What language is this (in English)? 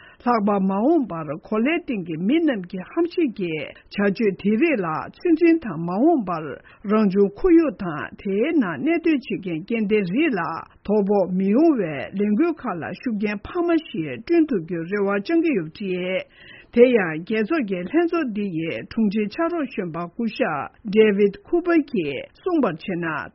Tibetan